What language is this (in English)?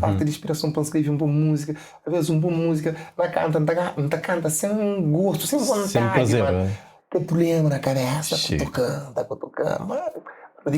Kabuverdianu